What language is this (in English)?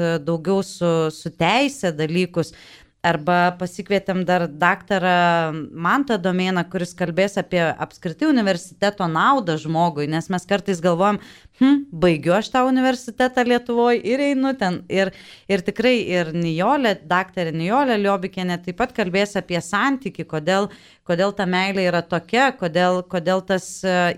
Lithuanian